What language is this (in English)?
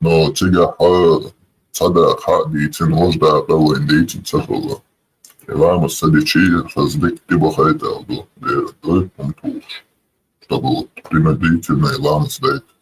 Chechen